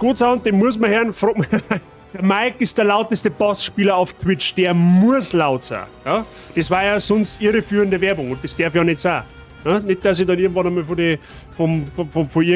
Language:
Bavarian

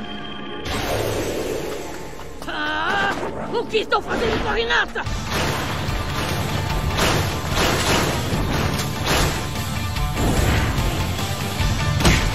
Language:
Portuguese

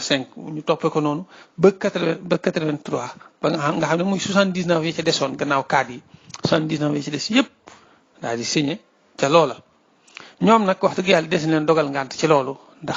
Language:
Wolof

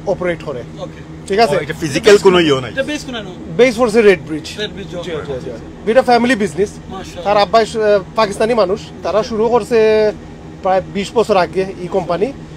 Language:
Sylheti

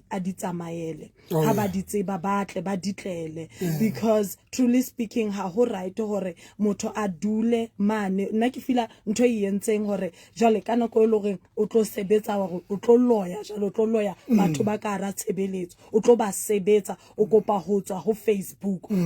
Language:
Southern Sotho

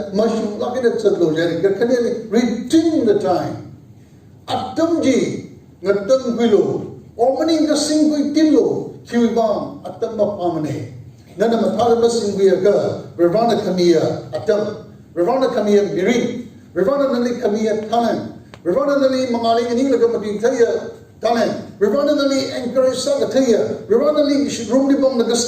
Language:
Tangkhul Naga (India)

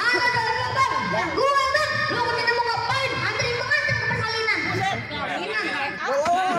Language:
Betawi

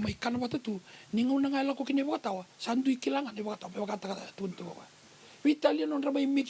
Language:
Fijian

